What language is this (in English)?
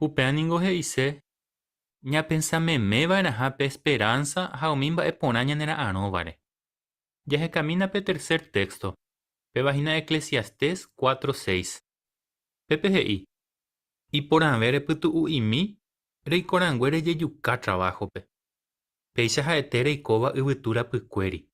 Guarani